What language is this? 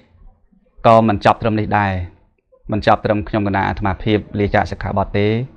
Khmer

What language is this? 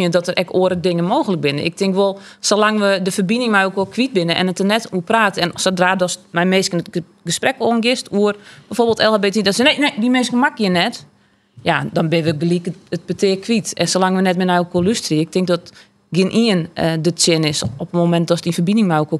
Western Frisian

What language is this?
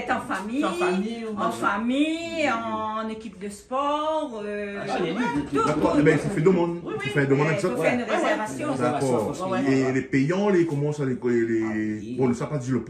Réunion Creole French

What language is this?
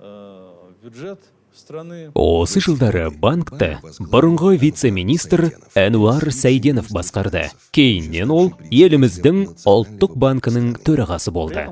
Kazakh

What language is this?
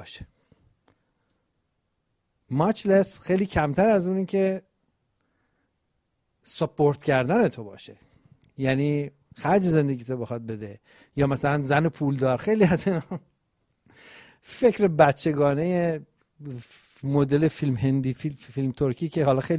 Persian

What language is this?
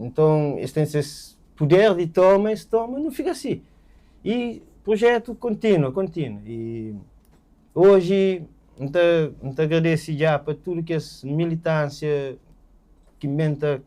Kabuverdianu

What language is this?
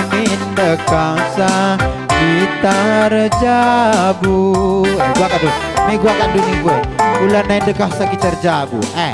Batak Karo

